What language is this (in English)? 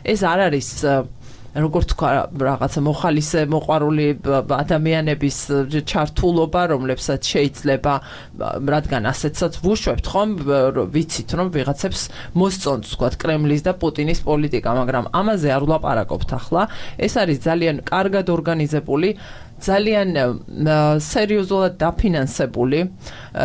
Georgian